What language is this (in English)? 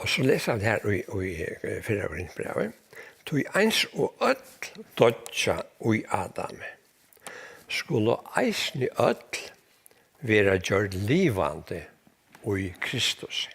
Faroese